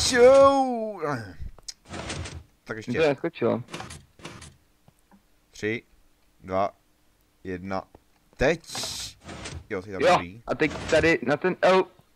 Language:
Czech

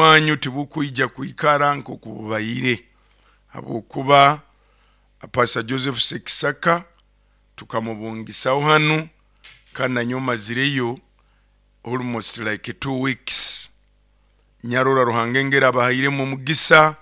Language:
Nyoro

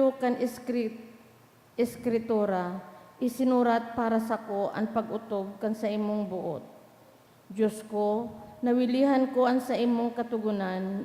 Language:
Bikol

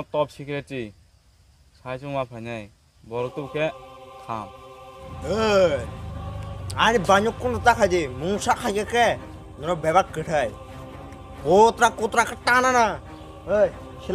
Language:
Kok Borok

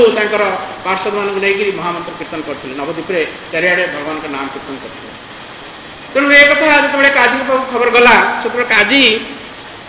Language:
Odia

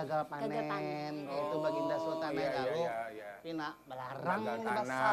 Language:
Banjar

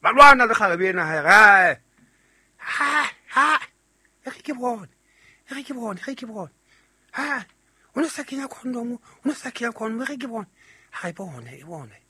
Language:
Southern Sotho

